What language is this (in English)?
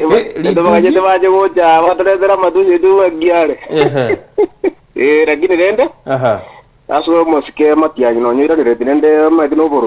Gusii